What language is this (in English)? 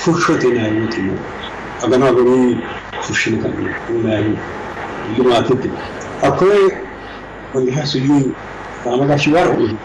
Sidamo